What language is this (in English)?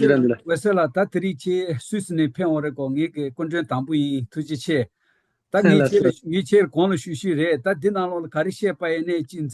Tibetan